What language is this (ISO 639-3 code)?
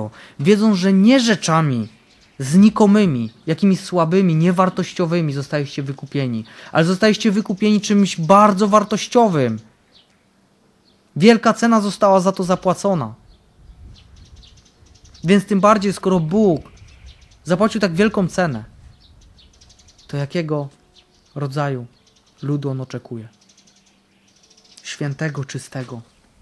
pol